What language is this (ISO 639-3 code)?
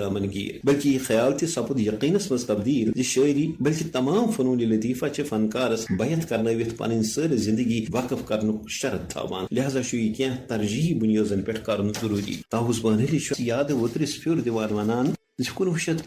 kas